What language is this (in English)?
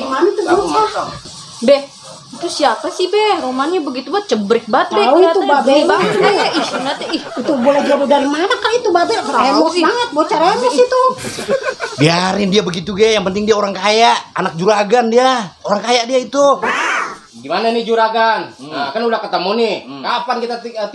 Betawi